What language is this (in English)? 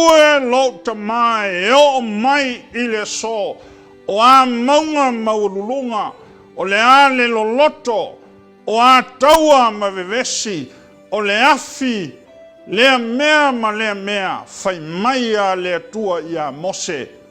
Samoan